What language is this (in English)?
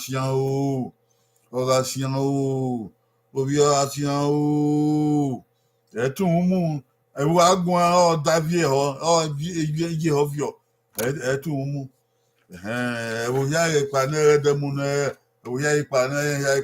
Bini